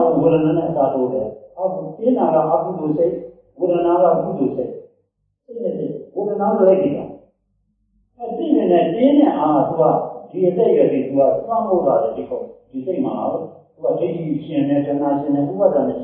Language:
Burmese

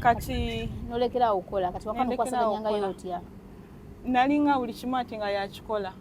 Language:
Ganda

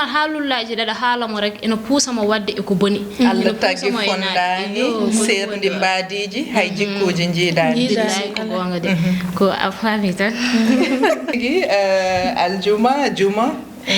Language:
Fula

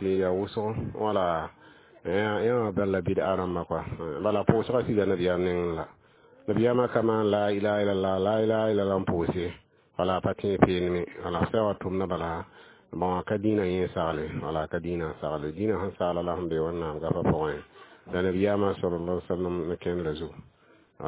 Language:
Mossi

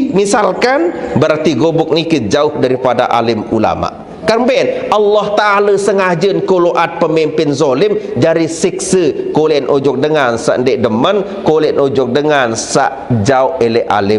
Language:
Sasak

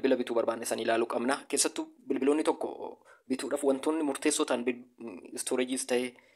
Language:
Oromo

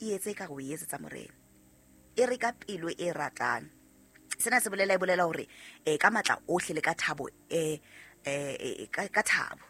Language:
Southern Sotho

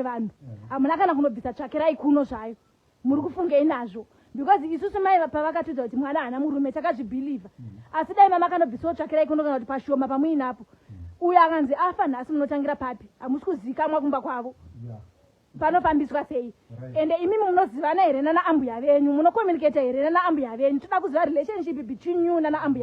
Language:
Shona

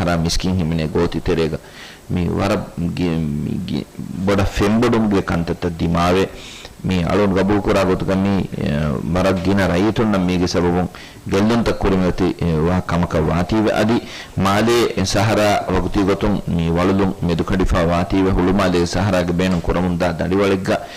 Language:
Divehi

